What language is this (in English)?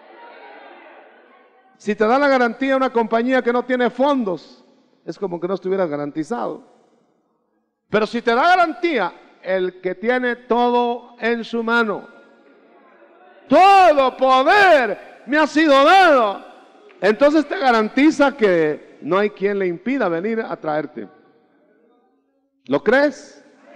Spanish